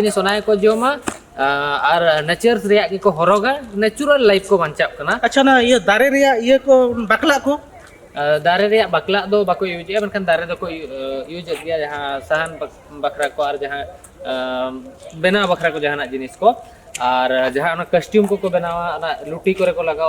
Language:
Santali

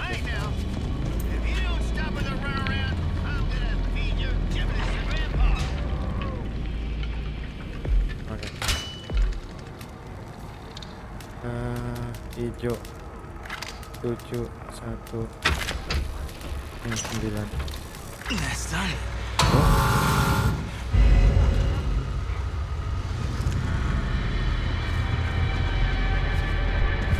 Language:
Indonesian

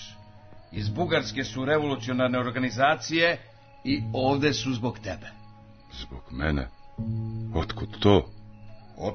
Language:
Serbian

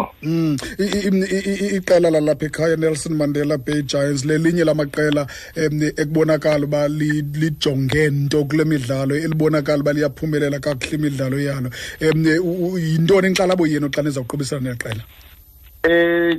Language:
Xhosa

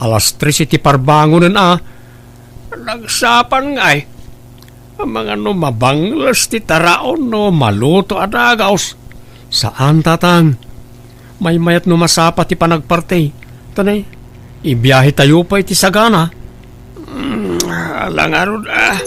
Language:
Iloko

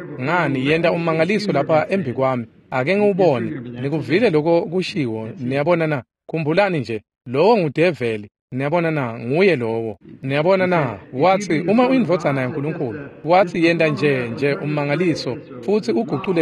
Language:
Swati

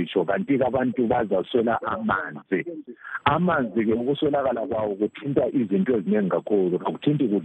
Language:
North Ndebele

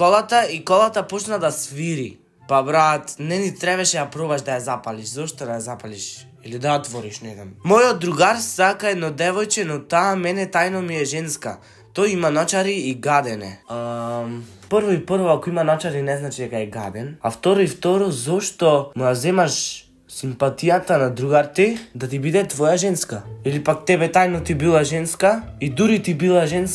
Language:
Macedonian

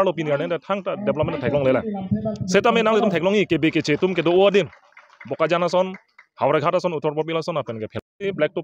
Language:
Karbi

